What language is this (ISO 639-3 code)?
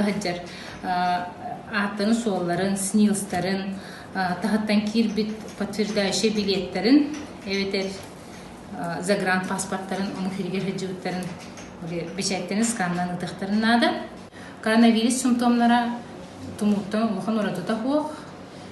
sah